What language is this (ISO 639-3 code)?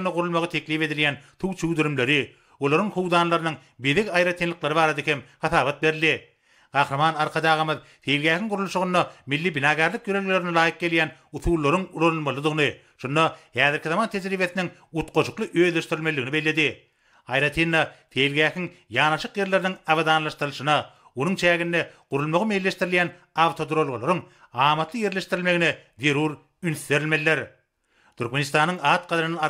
tuk